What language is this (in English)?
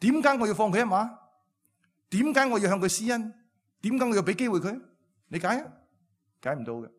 Cantonese